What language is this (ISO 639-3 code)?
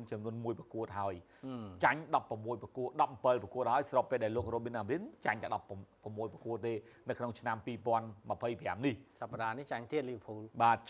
khm